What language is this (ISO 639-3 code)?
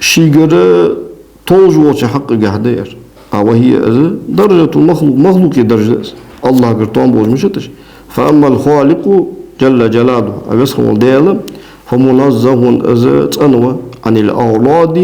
inh